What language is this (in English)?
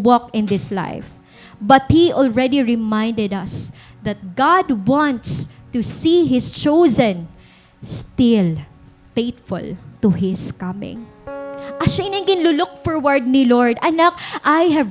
Waray